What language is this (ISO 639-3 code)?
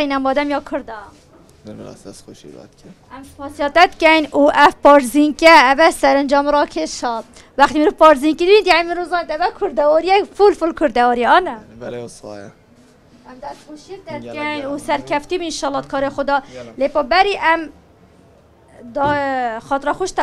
kur